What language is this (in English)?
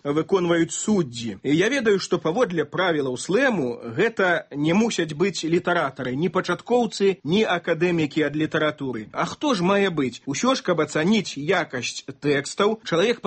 Belarusian